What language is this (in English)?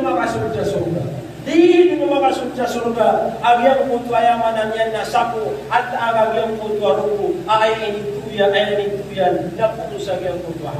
Maranao